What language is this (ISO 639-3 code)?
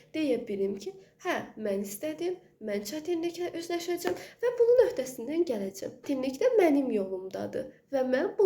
aze